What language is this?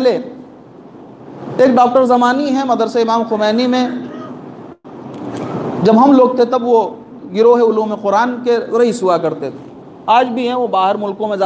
Urdu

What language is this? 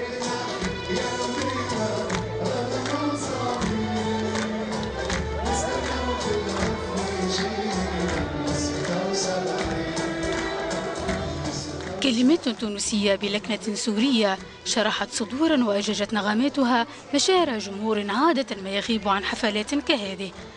Arabic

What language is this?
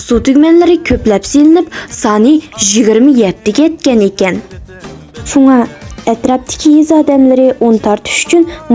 Uyghur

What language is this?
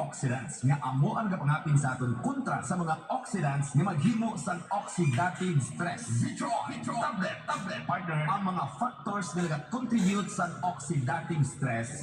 Hiligaynon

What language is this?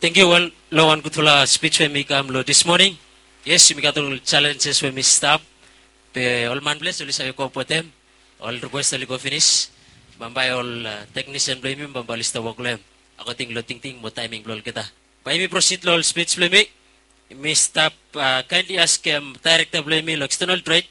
Bislama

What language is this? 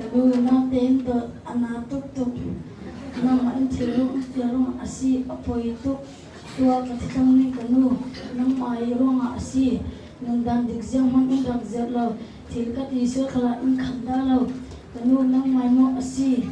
Falam Chin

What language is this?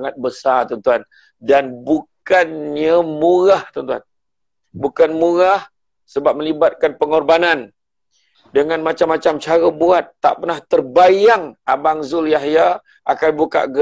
Malay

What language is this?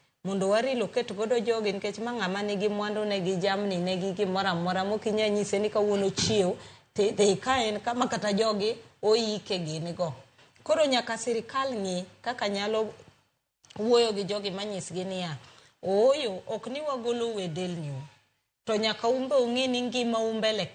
Luo (Kenya and Tanzania)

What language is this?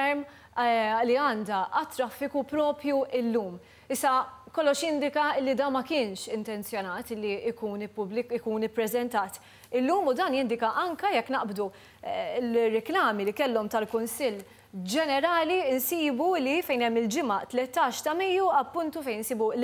Maltese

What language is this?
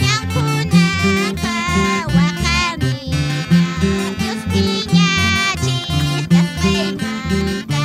Quechua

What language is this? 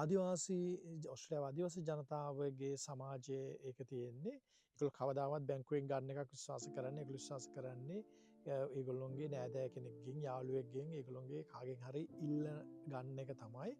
Sinhala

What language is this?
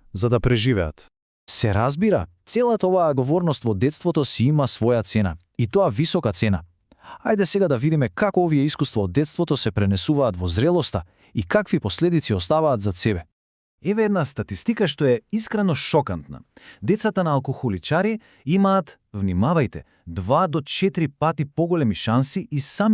Macedonian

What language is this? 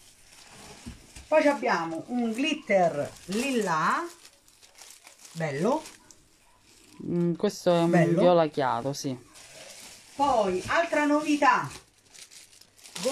Italian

